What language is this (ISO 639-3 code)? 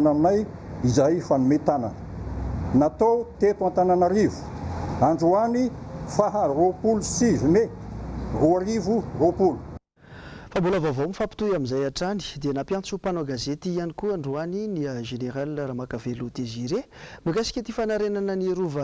mlg